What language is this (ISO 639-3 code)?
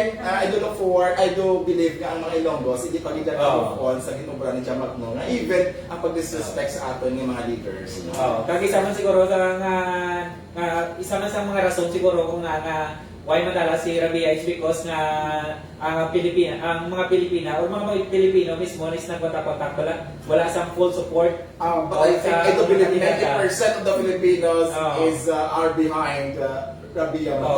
hil